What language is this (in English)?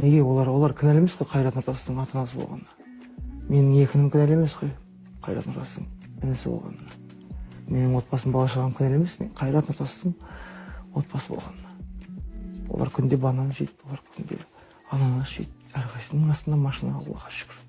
Kazakh